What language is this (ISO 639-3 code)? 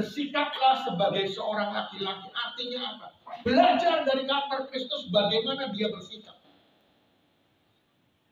ind